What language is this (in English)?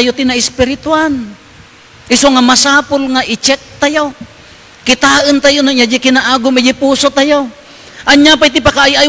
Iloko